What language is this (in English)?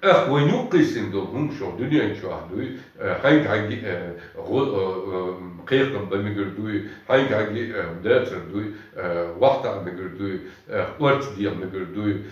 Chechen